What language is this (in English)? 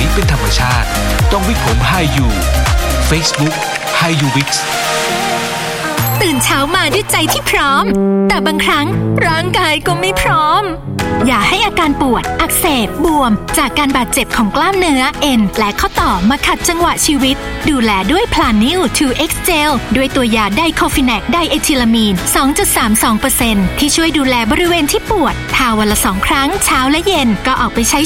Thai